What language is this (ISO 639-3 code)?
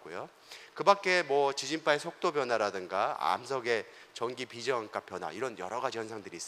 kor